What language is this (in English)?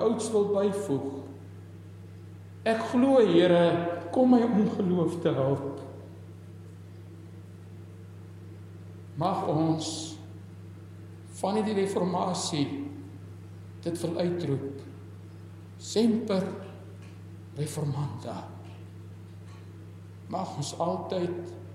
Afrikaans